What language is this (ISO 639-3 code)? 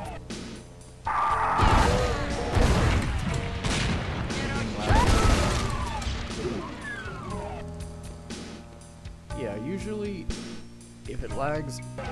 eng